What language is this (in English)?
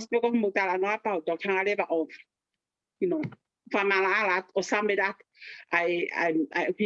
Tongan